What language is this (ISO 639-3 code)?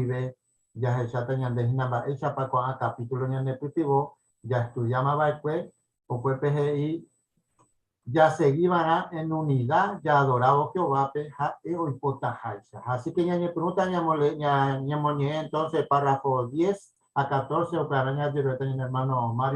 grn